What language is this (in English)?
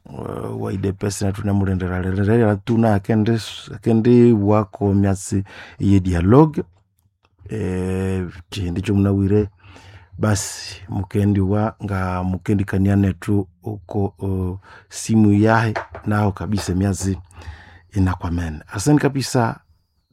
Nande